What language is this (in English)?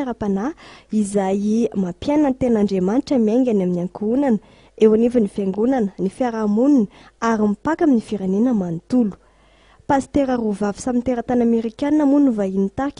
Malagasy